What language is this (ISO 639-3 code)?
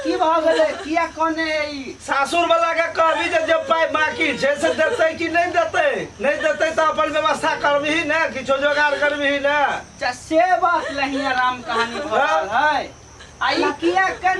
mai